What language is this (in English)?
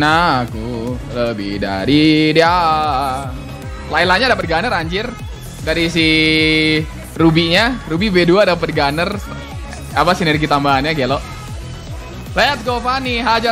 Indonesian